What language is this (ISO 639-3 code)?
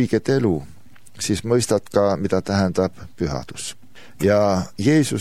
est